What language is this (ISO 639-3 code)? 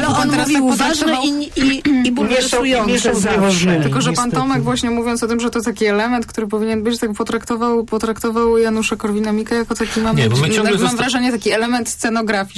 pol